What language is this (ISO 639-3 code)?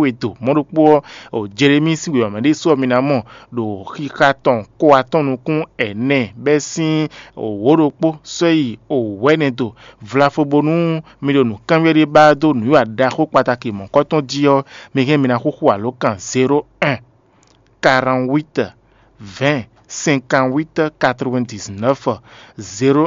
fon